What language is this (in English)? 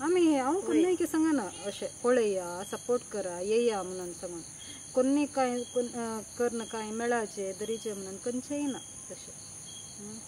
Konkani